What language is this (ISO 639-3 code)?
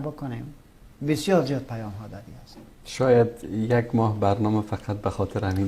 fas